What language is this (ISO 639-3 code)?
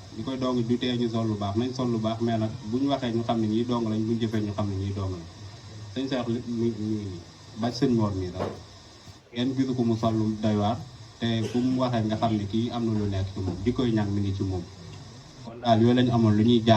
wol